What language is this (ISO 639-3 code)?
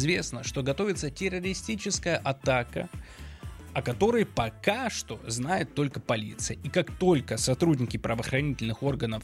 rus